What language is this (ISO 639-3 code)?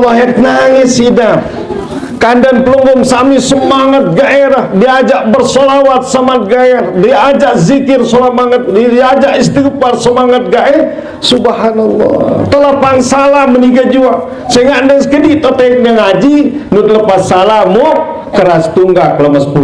sas